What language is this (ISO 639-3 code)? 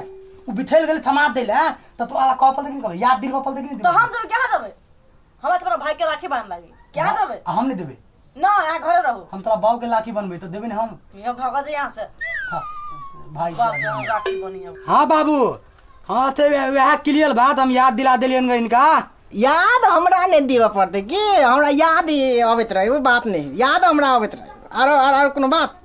mai